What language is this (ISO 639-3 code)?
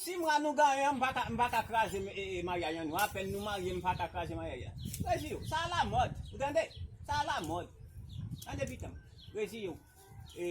hat